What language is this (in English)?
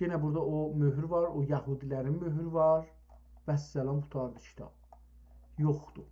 South Azerbaijani